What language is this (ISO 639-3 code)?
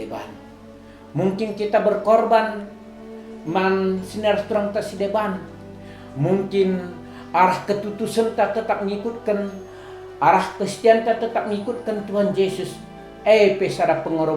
btx